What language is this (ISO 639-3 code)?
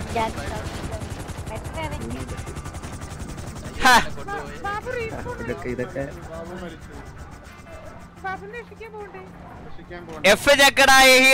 mal